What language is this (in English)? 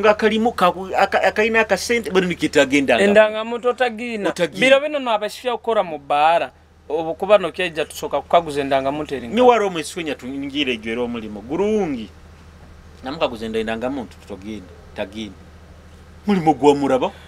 Nyoro